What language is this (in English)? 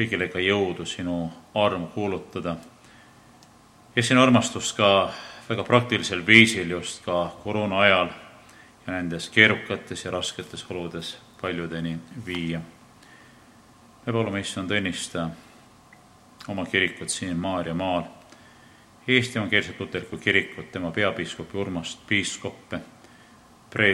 Estonian